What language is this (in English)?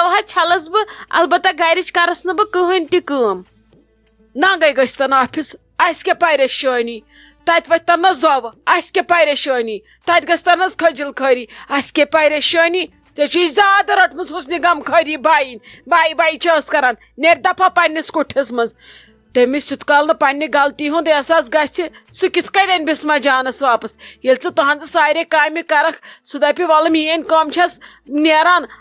Kashmiri